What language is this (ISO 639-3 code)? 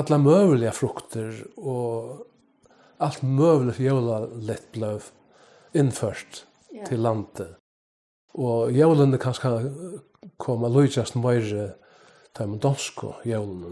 fao